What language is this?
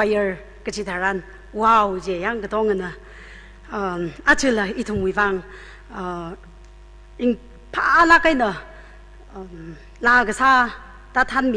Tangkhul Naga (India)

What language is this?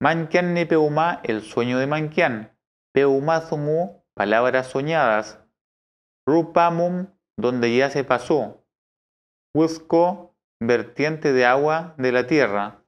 Mapuche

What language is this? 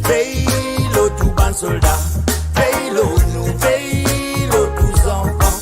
Morisyen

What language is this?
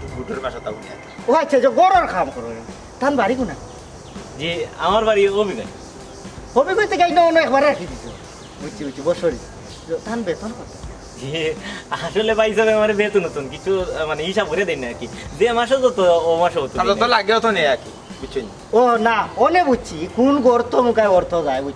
Sylheti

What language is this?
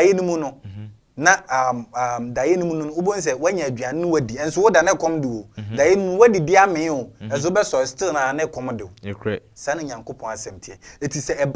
Akan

